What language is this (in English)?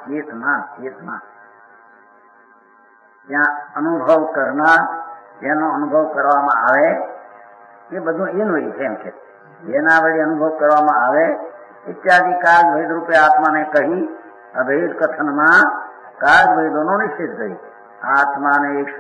Gujarati